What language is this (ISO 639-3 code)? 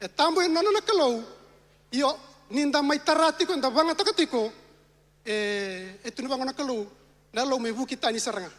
fij